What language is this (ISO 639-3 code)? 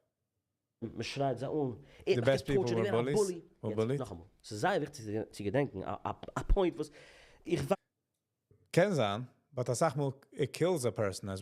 yid